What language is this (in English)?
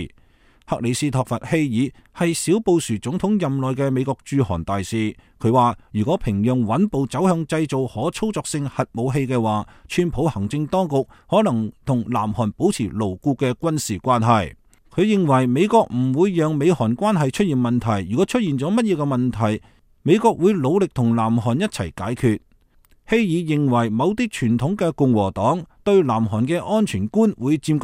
Cantonese